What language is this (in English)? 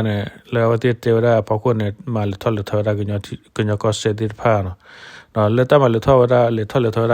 S'gaw Karen